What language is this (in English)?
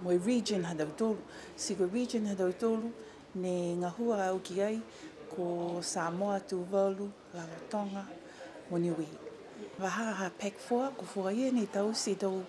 Niuean